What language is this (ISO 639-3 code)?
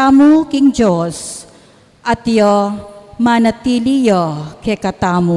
pam